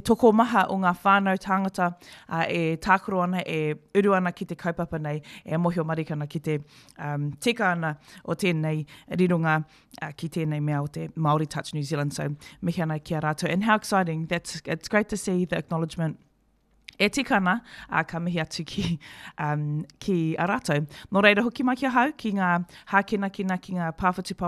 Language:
Māori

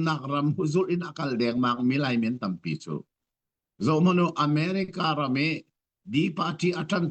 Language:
Hakha Chin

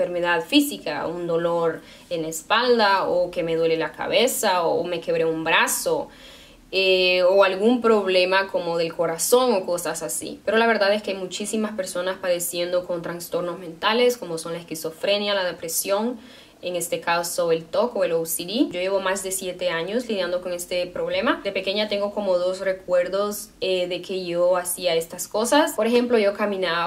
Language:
Spanish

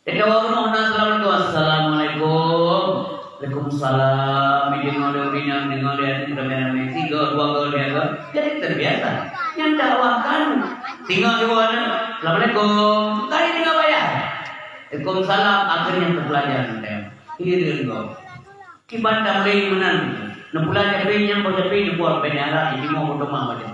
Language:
Achinese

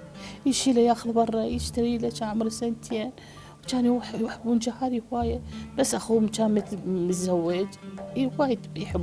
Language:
Mesopotamian Arabic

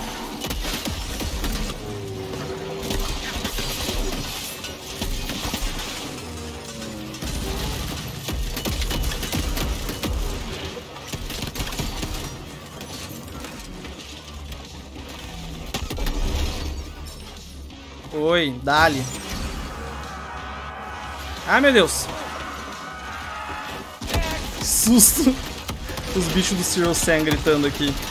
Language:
Portuguese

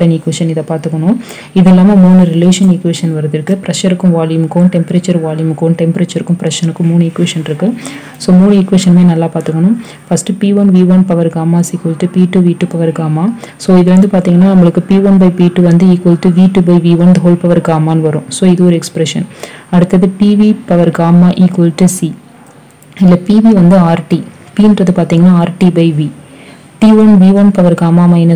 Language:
Tamil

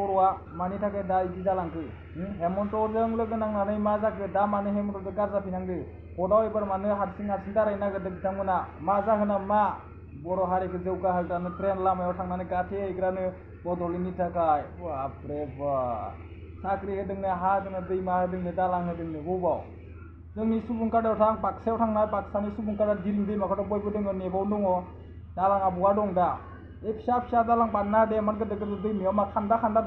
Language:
Bodo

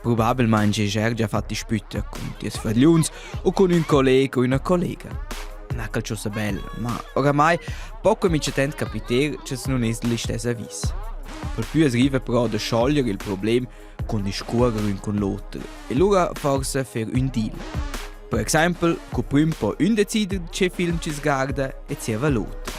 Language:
Romansh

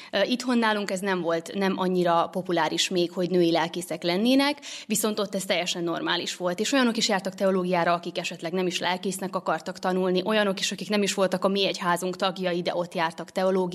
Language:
Hungarian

